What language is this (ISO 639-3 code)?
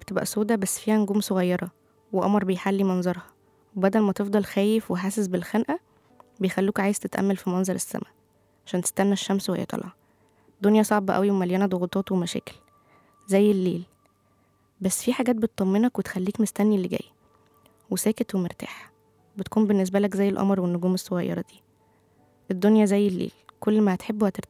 arz